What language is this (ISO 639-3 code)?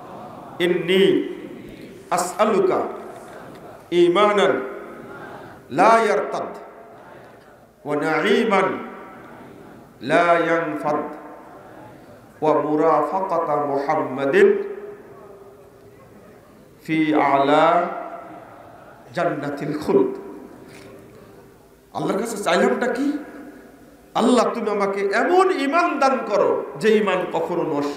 ben